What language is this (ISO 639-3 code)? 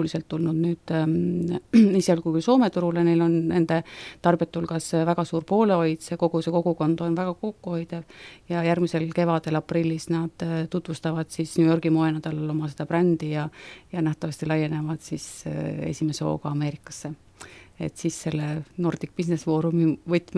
est